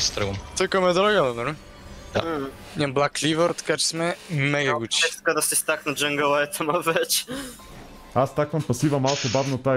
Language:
Bulgarian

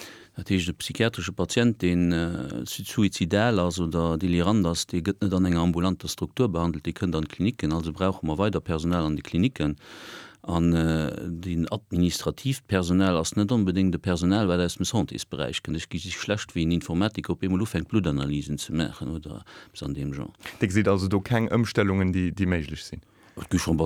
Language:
Luxembourgish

